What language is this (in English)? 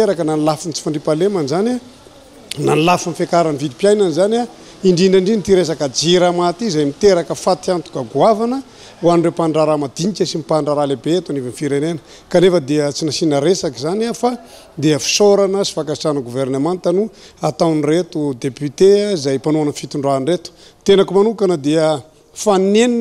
Malagasy